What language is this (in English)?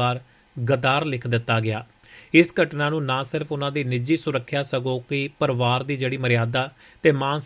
Punjabi